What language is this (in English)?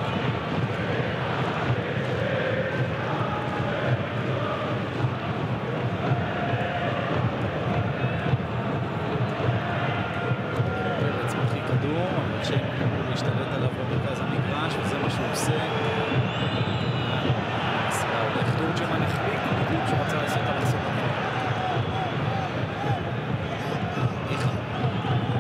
Hebrew